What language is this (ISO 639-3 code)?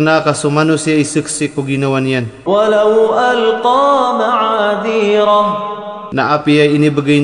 mrw